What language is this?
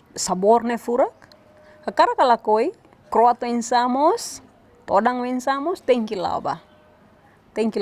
Tetum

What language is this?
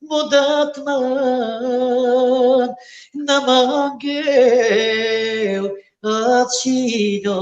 Balkan Romani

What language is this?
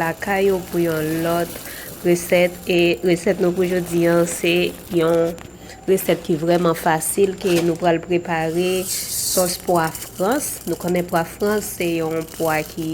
Haitian Creole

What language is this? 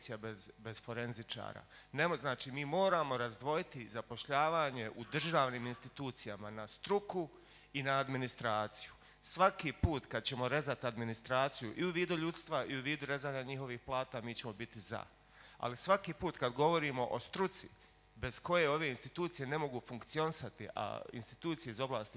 Bosnian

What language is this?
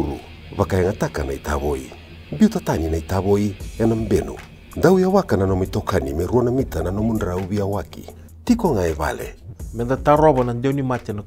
Fijian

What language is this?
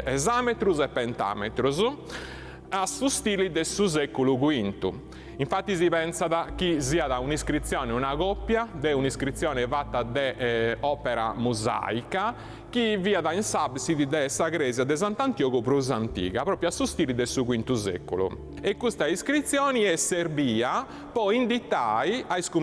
Sardinian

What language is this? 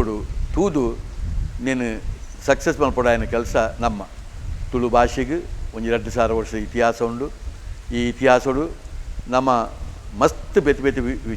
Tulu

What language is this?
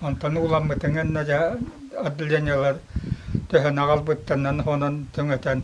Yakut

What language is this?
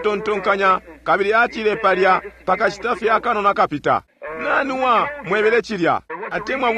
Bemba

